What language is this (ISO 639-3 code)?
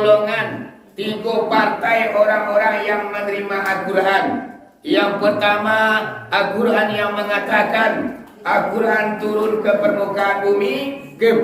min